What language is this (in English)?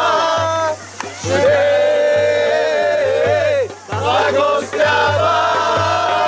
Bulgarian